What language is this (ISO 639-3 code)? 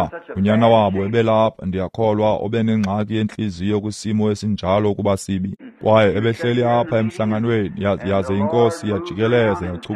xho